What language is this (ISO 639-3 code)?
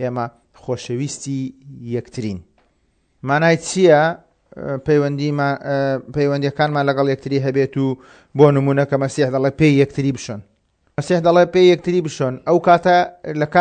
ckb